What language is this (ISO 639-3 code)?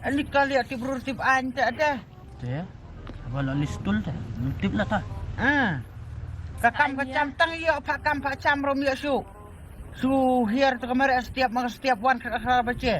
kha